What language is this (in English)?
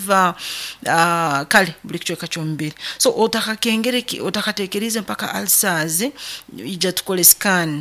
Nyoro